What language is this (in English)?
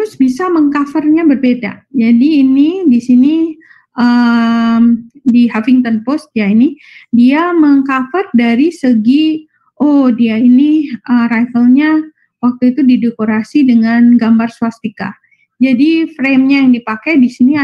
Indonesian